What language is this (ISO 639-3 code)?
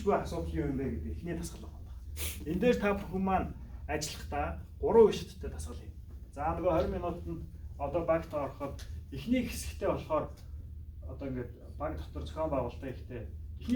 mon